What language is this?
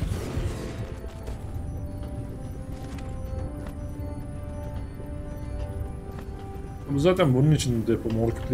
Turkish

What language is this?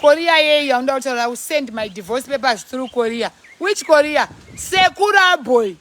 Shona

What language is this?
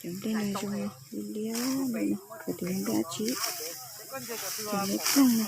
Hmong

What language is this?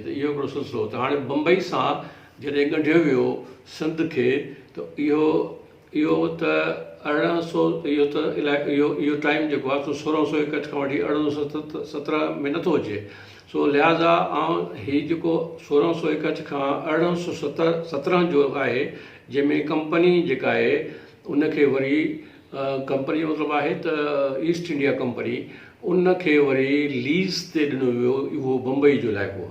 Sindhi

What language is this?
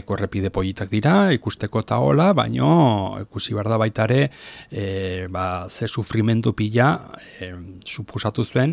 Basque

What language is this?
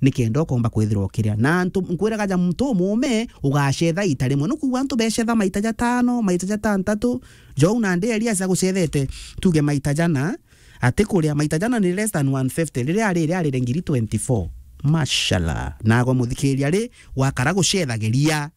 Meru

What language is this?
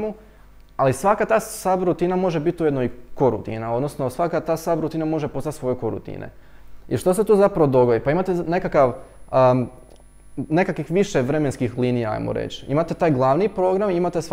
Croatian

